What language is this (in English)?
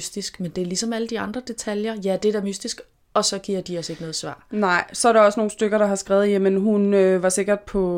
Danish